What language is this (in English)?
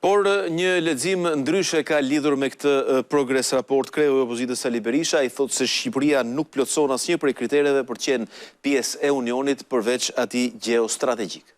Albanian